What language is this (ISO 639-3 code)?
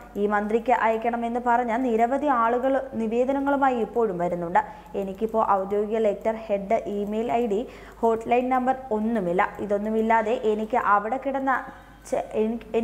mal